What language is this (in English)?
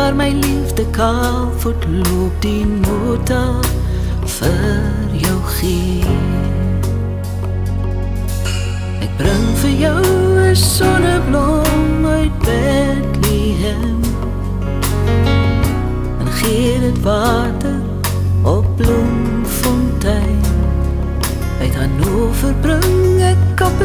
Afrikaans